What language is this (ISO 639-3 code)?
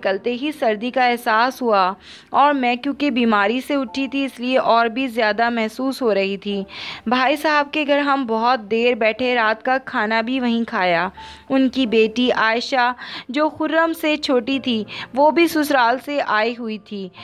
urd